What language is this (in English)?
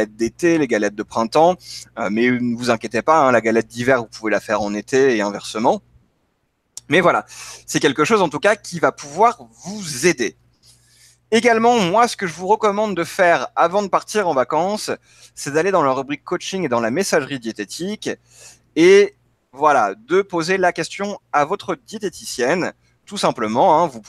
French